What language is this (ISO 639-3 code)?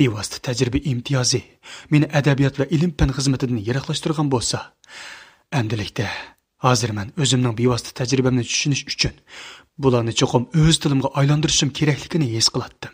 uig